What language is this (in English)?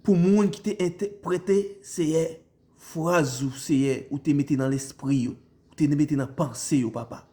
Haitian Creole